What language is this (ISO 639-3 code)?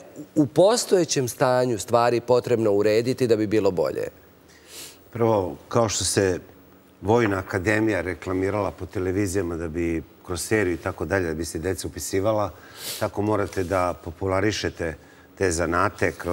srp